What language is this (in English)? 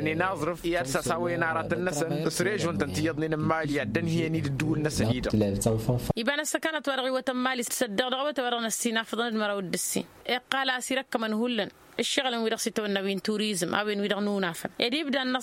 Tamasheq